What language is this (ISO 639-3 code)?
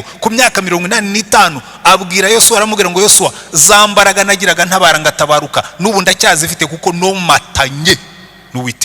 kin